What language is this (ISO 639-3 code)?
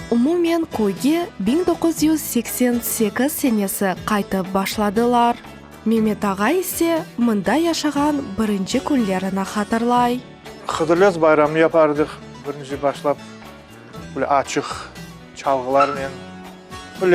crh